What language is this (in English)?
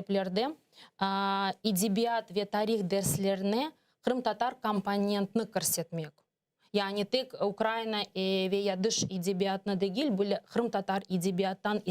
Crimean Tatar